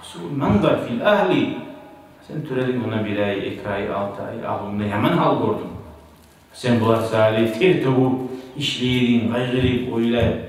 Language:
Kumyk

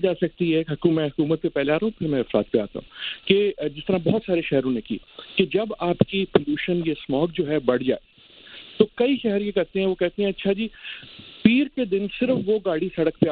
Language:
Urdu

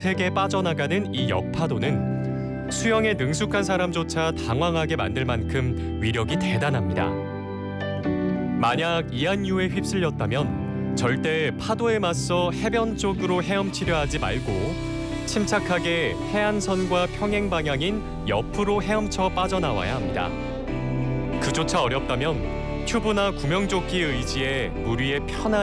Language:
Korean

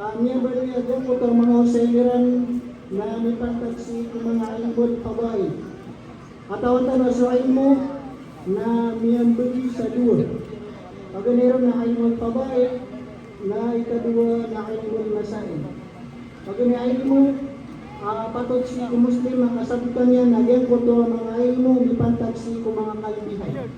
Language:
Maranao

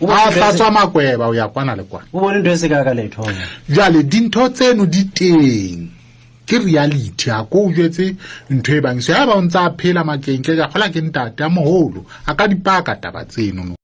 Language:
Southern Sotho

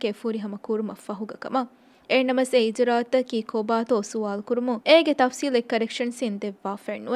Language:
Divehi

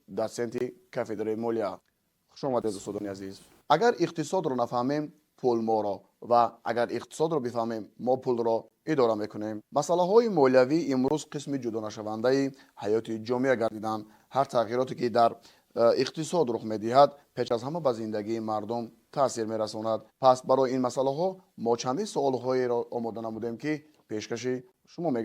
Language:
Tajik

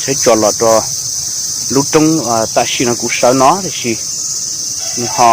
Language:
Hmong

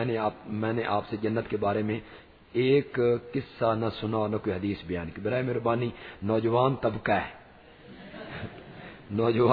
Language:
Urdu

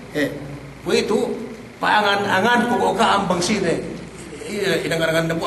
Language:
Yakan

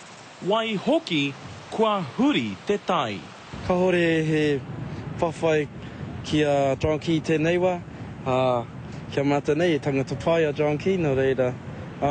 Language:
Māori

